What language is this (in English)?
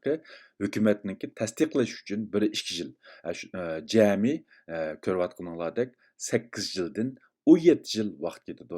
Uyghur